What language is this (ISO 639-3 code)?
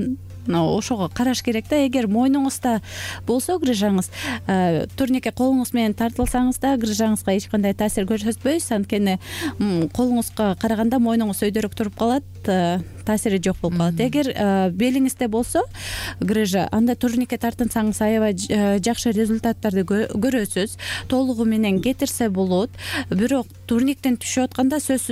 kir